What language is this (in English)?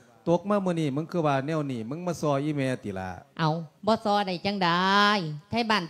Lao